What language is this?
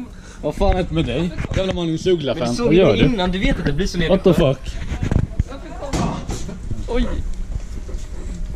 Swedish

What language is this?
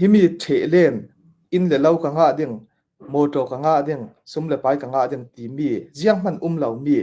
Falam Chin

